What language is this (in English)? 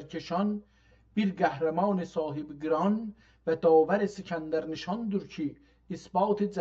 South Azerbaijani